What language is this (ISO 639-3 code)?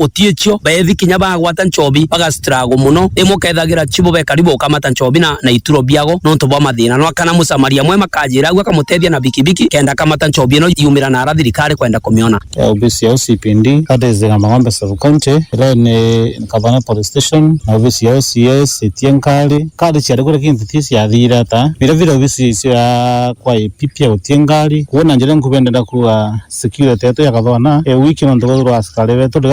mer